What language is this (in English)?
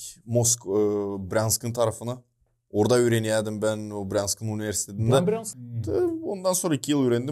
Gagauz